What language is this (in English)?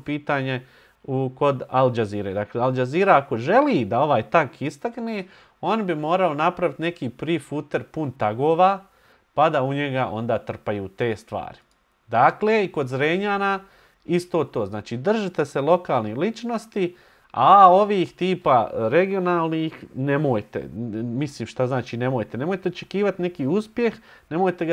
Bosnian